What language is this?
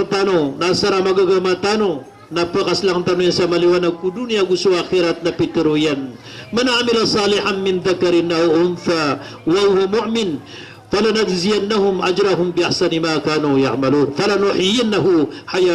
Maranao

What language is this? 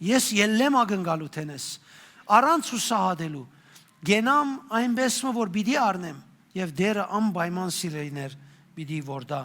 Western Armenian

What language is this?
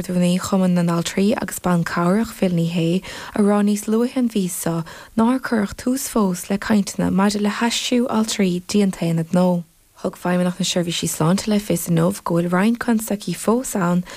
Irish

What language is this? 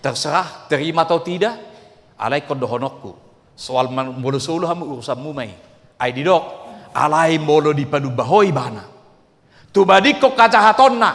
Batak Toba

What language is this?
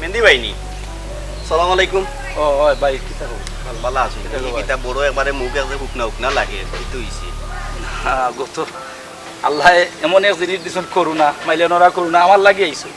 Sylheti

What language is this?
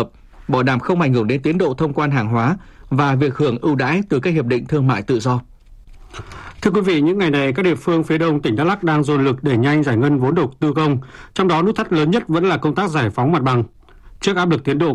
Vietnamese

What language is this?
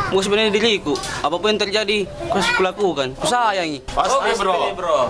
Makassar Malay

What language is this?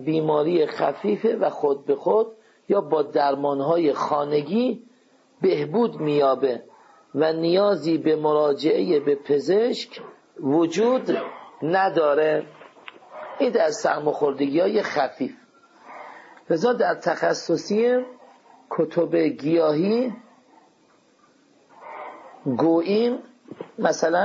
Persian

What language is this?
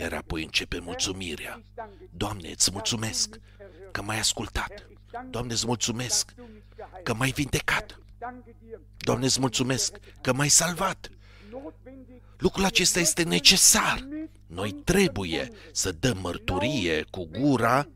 Romanian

